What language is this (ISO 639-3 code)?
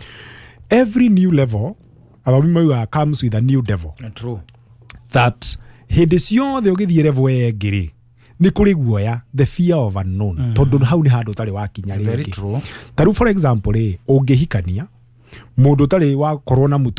kik